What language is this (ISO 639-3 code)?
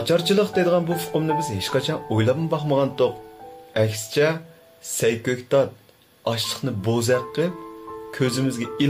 uig